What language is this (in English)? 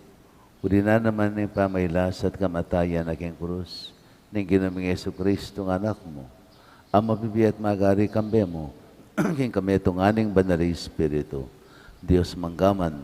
Pampanga